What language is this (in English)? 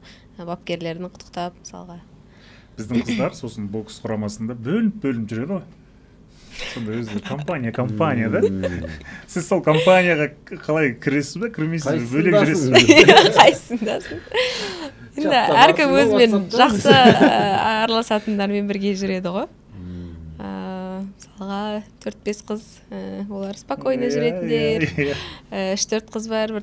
Kazakh